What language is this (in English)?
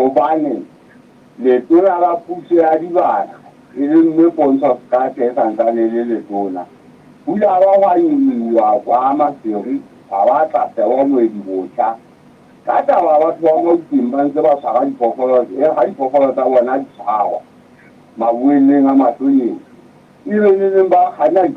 Southern Sotho